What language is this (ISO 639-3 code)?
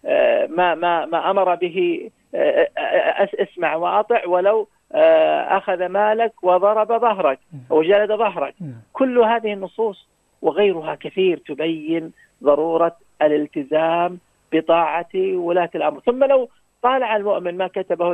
ara